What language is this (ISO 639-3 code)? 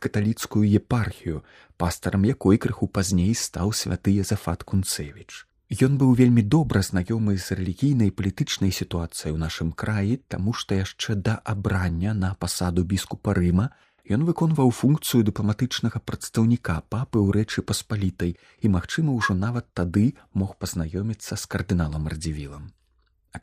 bel